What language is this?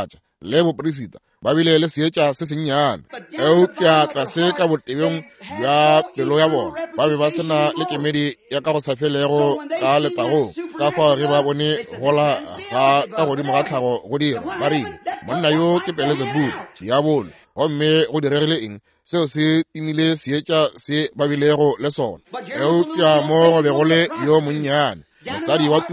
Northern Sotho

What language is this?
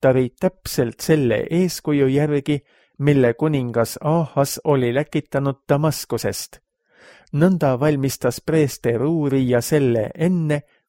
Estonian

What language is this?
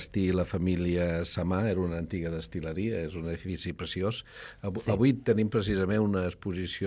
Catalan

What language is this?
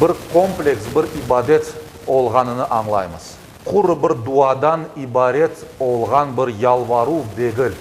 Crimean Tatar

